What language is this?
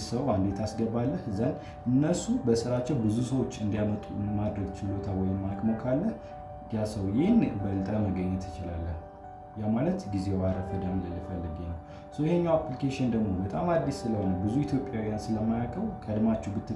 Amharic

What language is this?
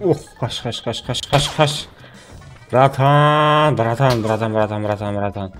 Kara-Kalpak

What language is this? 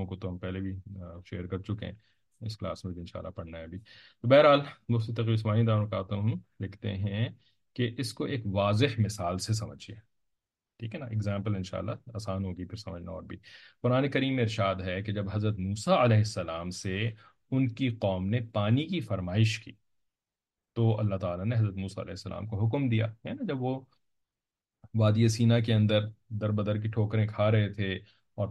Urdu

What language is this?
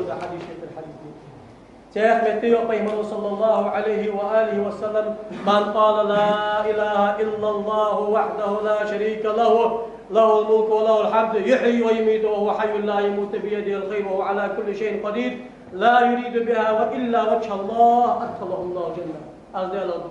Ingush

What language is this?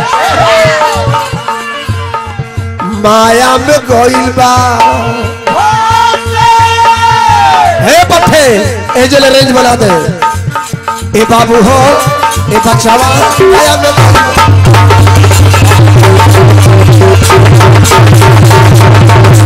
Bhojpuri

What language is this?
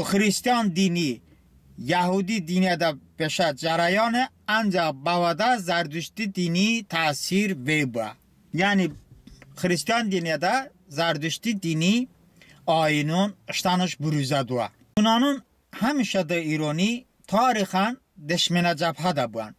Talysh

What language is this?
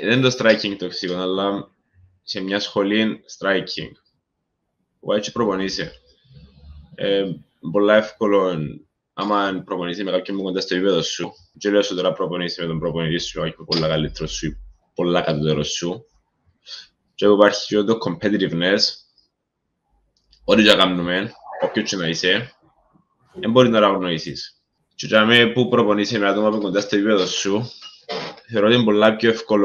Greek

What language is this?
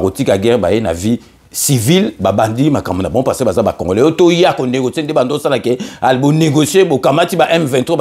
Lingala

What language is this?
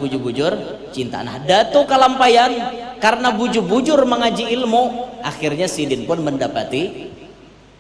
Banjar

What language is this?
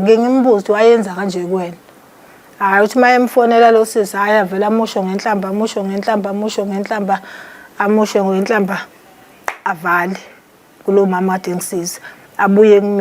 Zulu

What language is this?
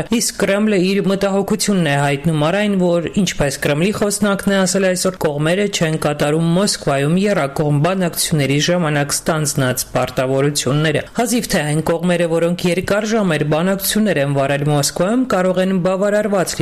Armenian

